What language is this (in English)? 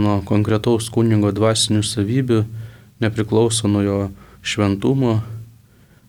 Lithuanian